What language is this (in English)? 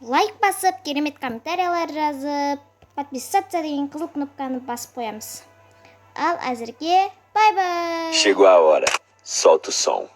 Kazakh